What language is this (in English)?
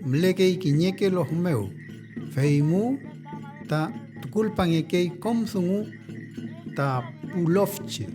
Mapuche